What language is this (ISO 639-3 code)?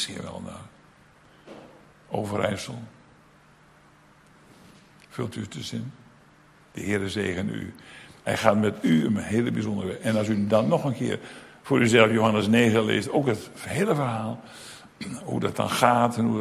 nld